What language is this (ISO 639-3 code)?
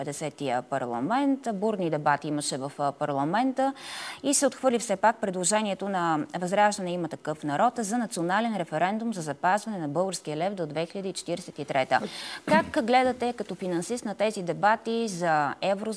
bul